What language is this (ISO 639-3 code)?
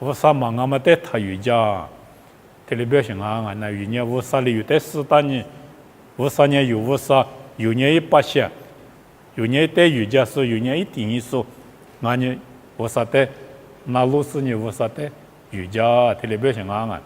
lis